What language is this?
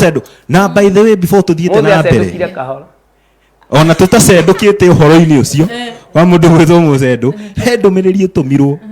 Kikuyu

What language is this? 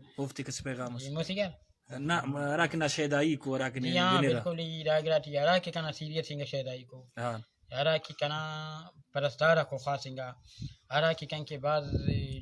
Brahui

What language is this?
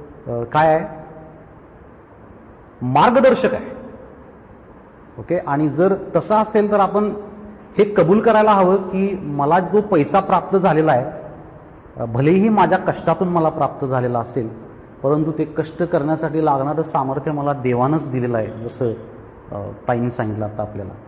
Marathi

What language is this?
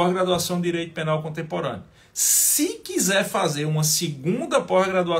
Portuguese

